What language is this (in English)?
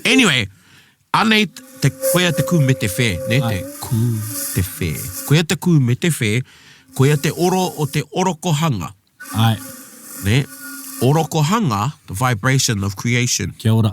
Māori